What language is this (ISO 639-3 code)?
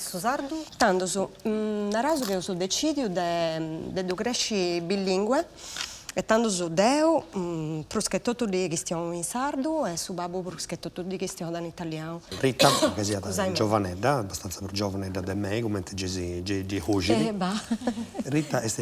srd